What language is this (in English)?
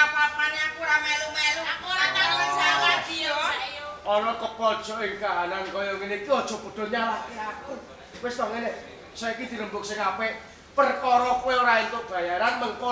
Javanese